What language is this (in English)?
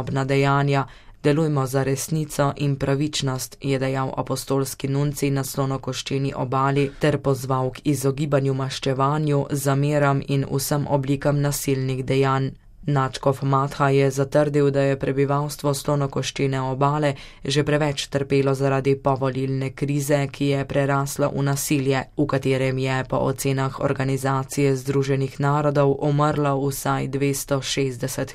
Slovenian